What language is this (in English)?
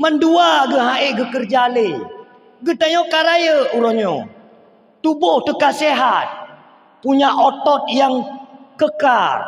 Achinese